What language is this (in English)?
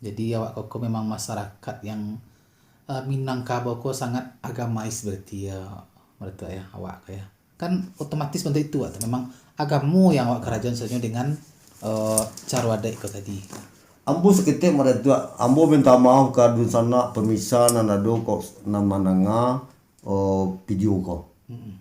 Minangkabau